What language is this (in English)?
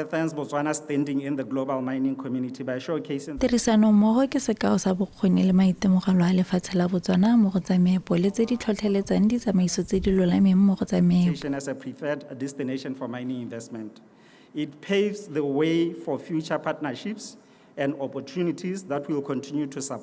Tswana